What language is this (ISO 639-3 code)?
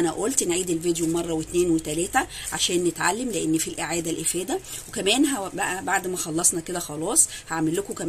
arz